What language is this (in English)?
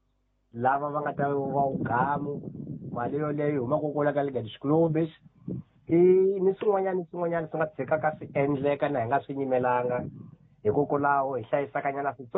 Tsonga